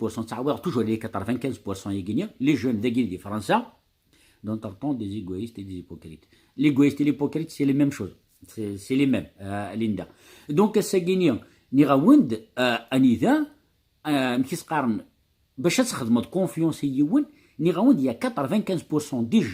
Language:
Kabyle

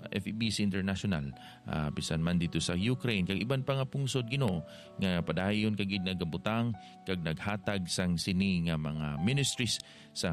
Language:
Hiligaynon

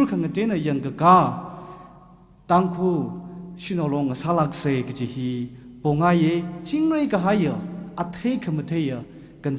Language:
Tangkhul Naga (India)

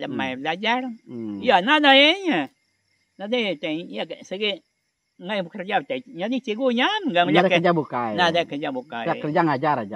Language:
Iban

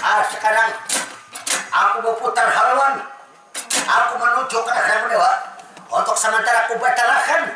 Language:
Banjar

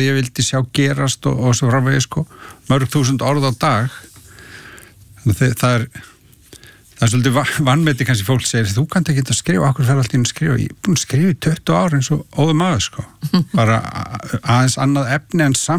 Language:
Icelandic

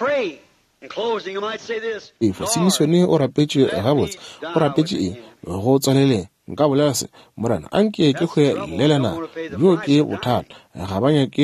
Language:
Northern Sotho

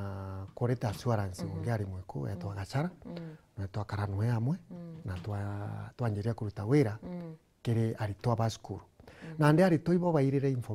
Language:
Meru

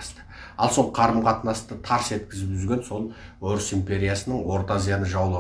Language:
Kazakh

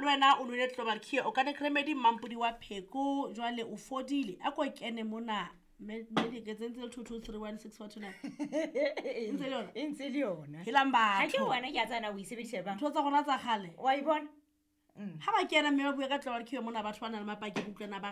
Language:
Southern Sotho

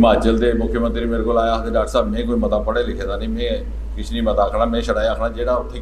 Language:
Dogri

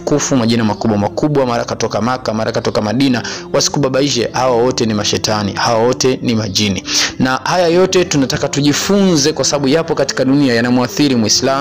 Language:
Swahili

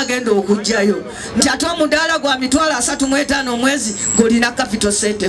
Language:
Ganda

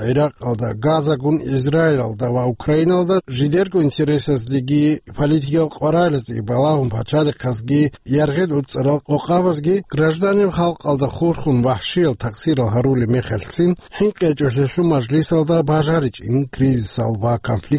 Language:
Avaric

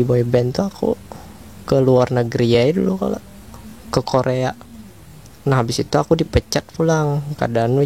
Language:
Banjar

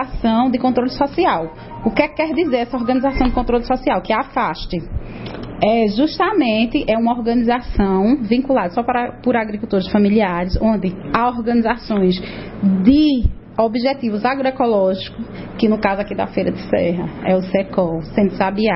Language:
Portuguese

